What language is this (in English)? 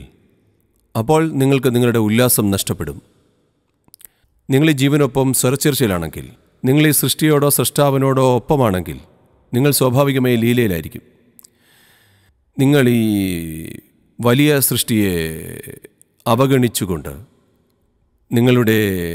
Malayalam